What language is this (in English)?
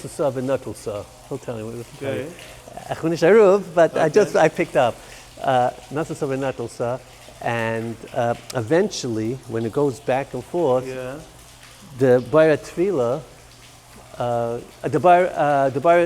Yiddish